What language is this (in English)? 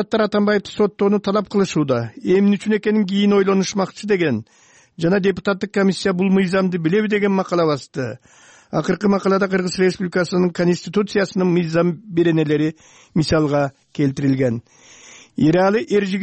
Kyrgyz